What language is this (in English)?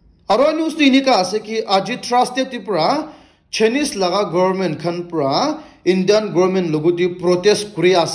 Naga Pidgin